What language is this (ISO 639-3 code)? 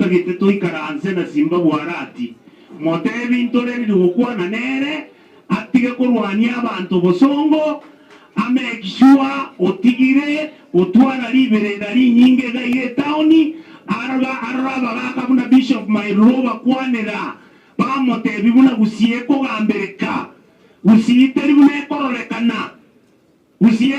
guz